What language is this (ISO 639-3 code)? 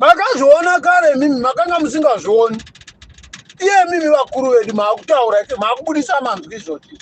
sna